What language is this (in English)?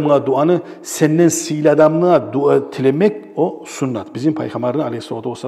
Kumyk